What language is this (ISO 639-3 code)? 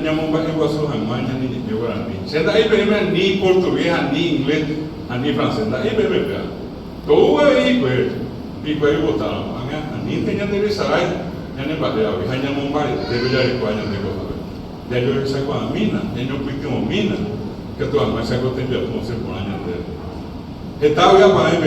grn